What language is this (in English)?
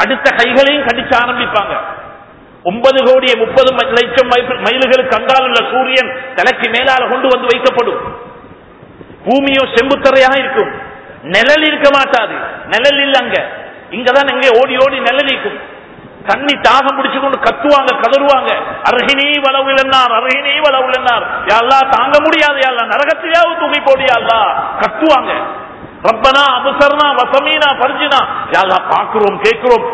Tamil